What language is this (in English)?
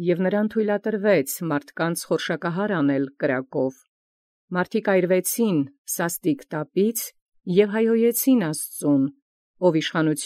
Armenian